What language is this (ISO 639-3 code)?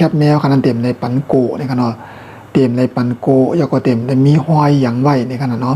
shn